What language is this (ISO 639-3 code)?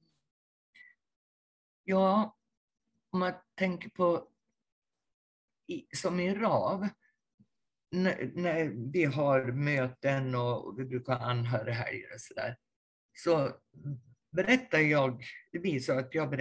swe